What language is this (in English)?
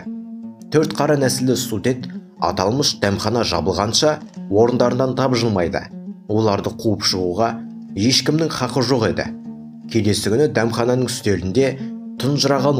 Kazakh